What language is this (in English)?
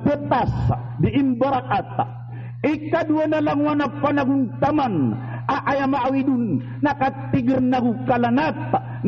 Maranao